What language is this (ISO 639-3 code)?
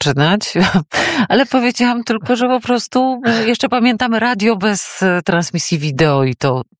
pol